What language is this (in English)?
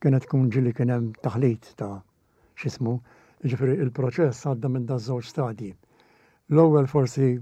Maltese